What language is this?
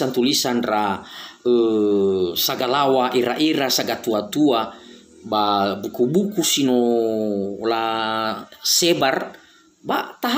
Nias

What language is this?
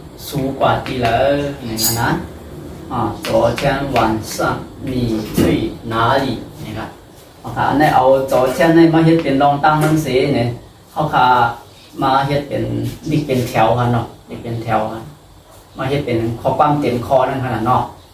Shan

